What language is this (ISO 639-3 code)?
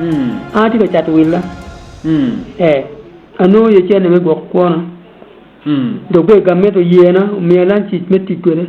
ach